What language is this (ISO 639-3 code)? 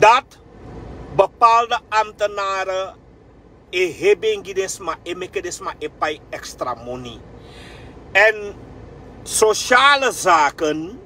srn